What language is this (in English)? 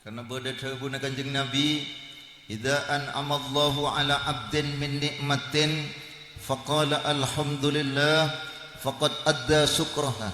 Madurese